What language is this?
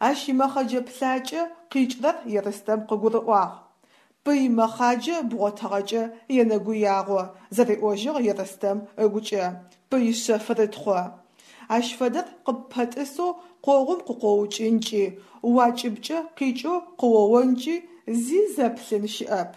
Adyghe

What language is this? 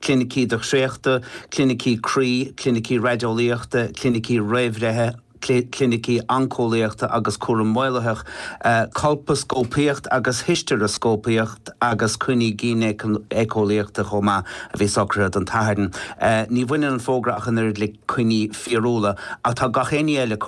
Irish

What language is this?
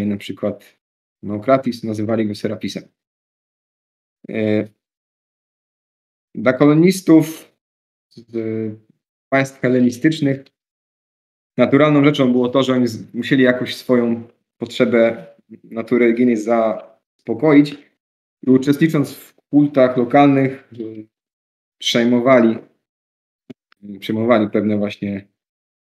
Polish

